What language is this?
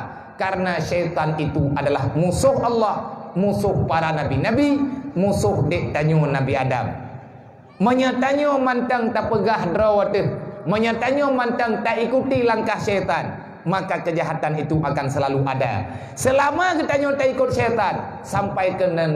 Achinese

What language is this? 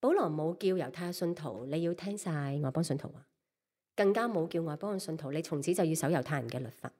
Cantonese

